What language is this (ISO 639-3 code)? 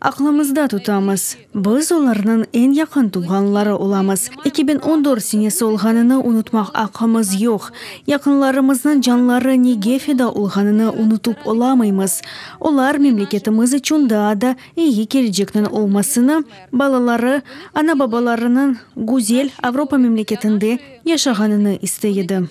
crh